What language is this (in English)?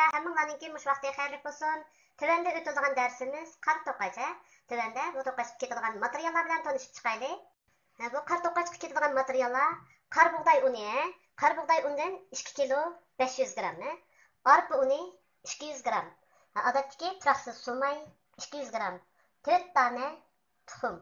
Uyghur